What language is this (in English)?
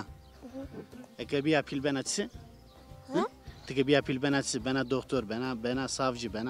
Zaza